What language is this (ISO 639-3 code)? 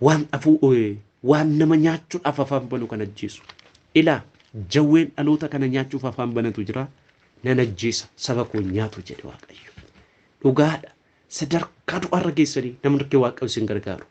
orm